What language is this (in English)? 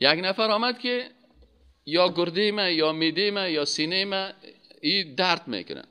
Persian